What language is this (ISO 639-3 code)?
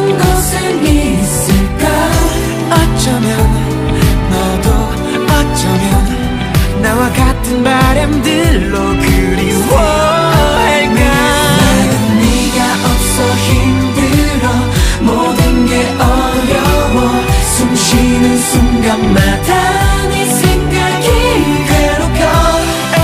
kor